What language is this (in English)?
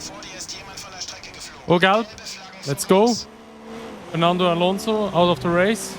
Swiss German